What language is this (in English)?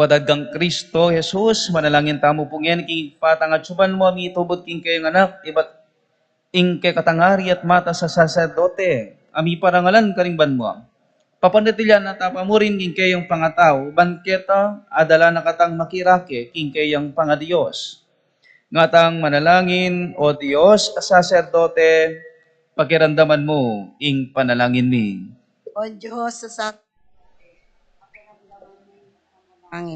Pampanga